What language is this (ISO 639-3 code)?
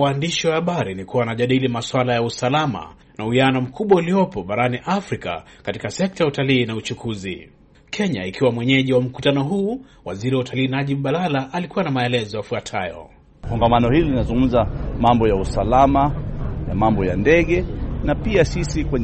swa